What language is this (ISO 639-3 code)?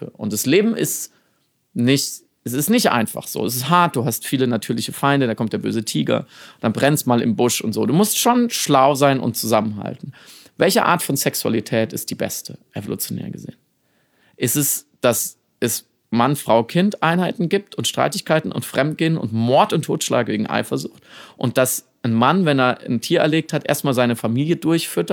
deu